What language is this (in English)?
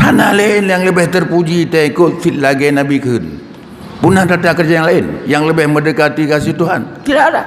Achinese